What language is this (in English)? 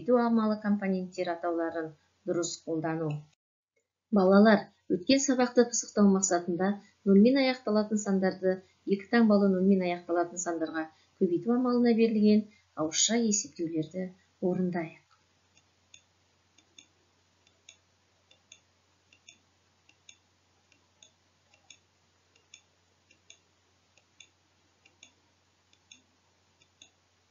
Kazakh